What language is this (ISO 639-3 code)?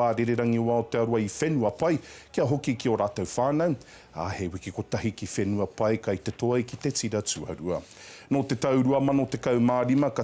mri